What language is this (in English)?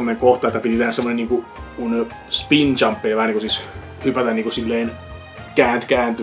Finnish